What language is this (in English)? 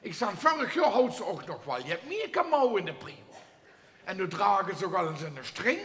Limburgish